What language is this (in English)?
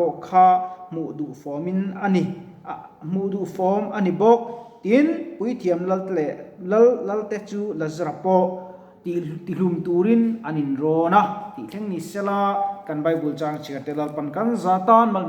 Mizo